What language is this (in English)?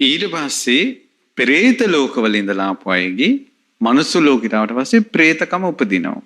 Sinhala